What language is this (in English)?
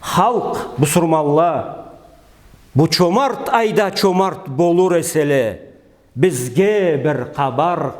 Karachay-Balkar